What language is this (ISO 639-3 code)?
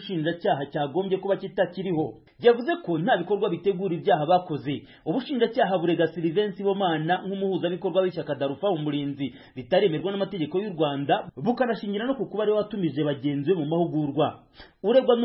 kin